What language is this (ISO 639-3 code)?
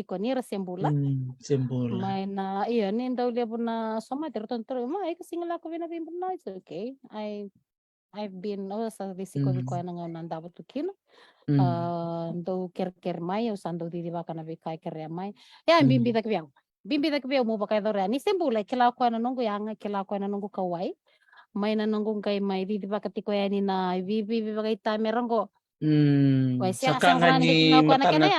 fij